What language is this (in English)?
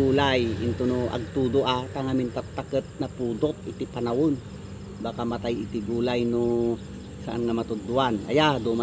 Iloko